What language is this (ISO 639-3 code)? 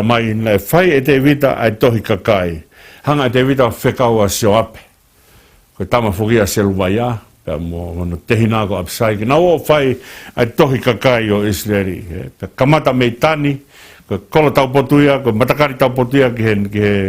ton